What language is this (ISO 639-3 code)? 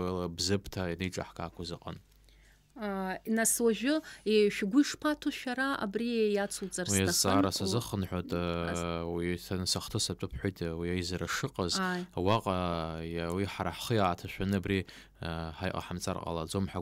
abk